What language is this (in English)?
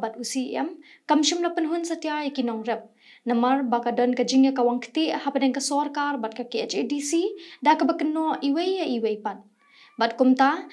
Khasi